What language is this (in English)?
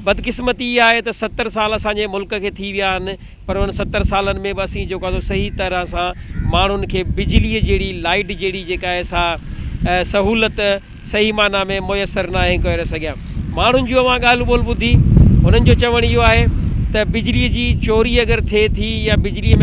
Sindhi